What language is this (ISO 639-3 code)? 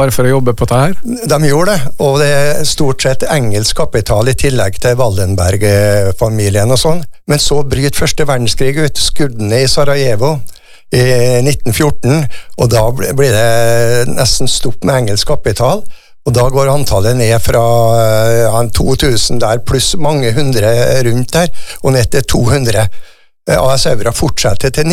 nor